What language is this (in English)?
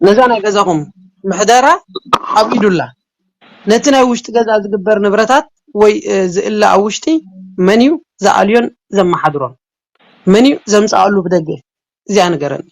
Tigrinya